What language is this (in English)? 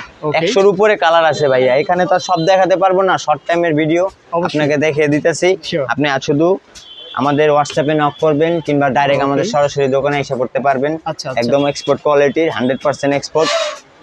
Bangla